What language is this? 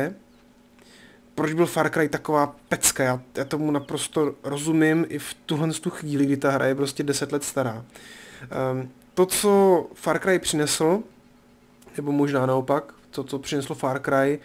Czech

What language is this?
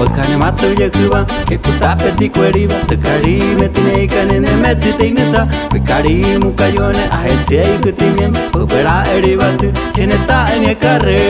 Huichol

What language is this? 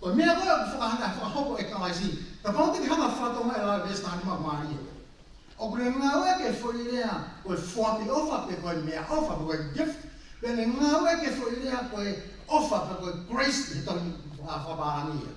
Tongan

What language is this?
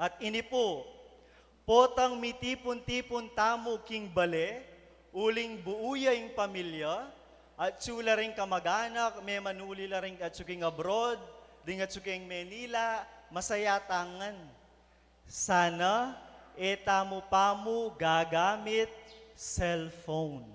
Pampanga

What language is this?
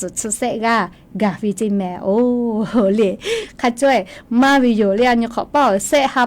Lahu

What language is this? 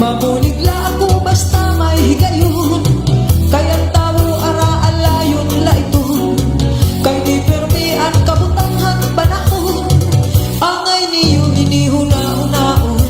Waray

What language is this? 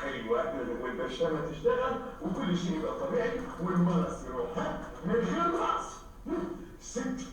Egyptian Arabic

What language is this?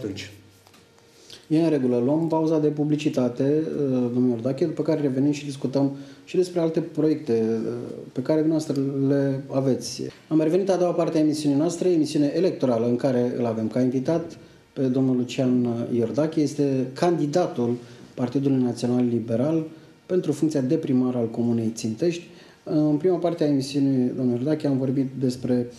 Romanian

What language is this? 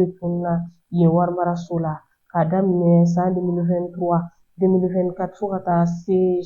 Bambara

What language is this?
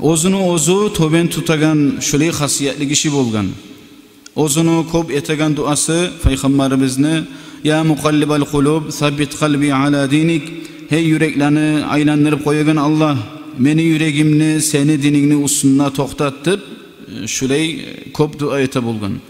Kumyk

